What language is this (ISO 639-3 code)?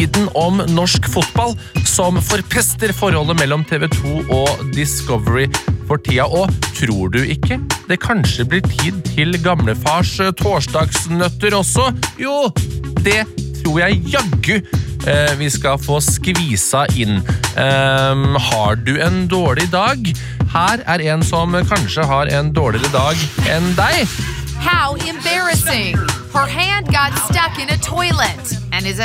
nor